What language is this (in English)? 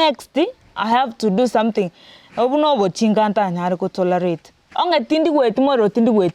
Gusii